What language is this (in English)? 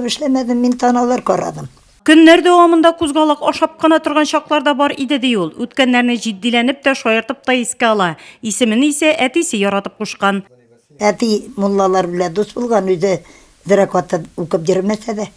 Tatar